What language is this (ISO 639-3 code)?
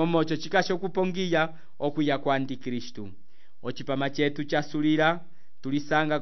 umb